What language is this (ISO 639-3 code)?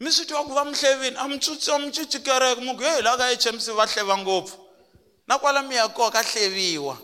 tso